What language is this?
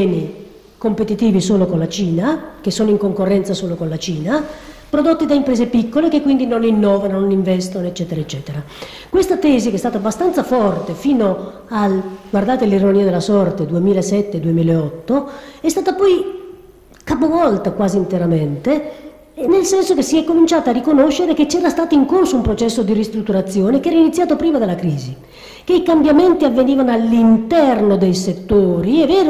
Italian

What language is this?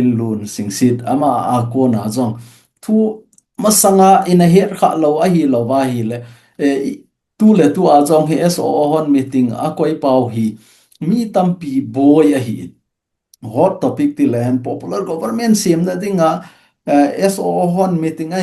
Thado Chin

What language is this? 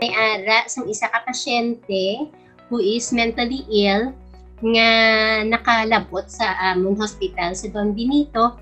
Hiligaynon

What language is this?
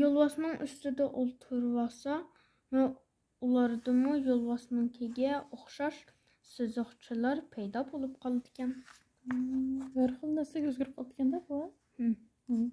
Uyghur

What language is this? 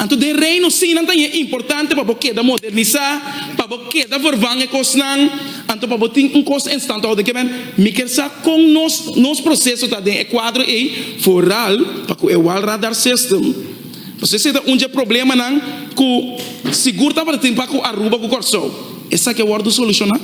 Papiamento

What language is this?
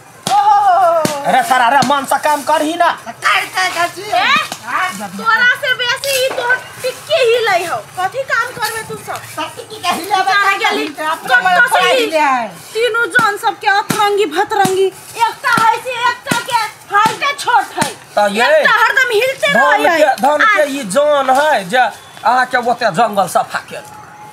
Maithili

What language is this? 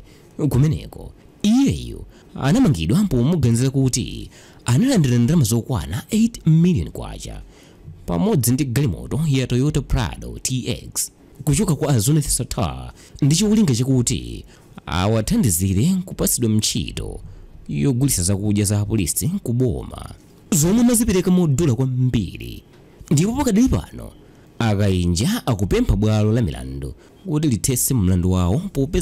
Nyanja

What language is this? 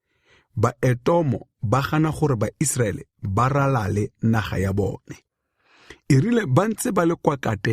Tswana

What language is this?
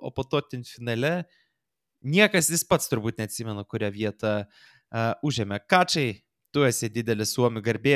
Lithuanian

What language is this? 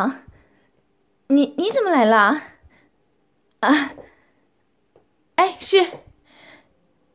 Chinese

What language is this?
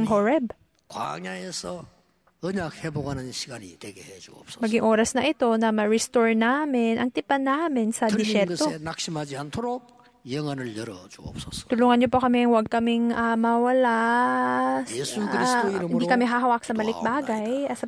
Filipino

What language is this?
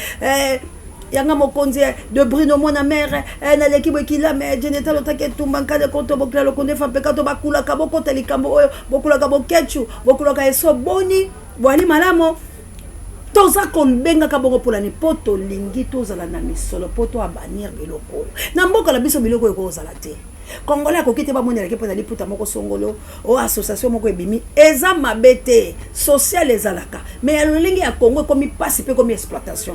Lingala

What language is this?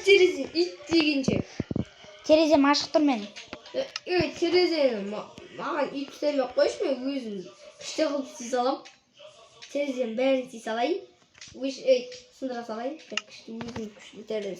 Kazakh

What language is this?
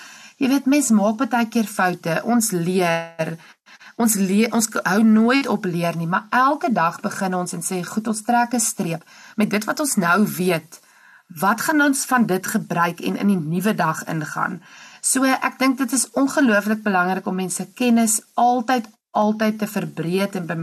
Afrikaans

